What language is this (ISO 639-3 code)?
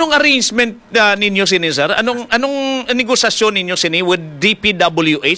hil